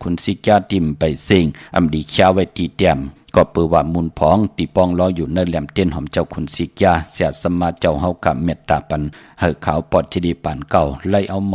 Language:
Shan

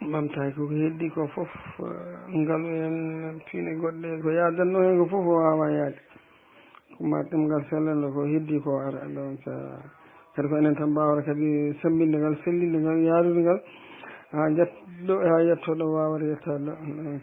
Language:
Fula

